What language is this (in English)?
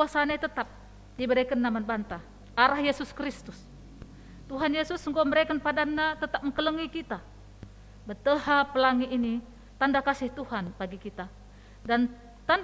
Batak Karo